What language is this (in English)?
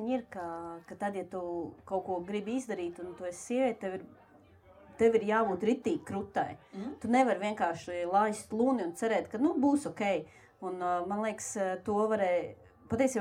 Latvian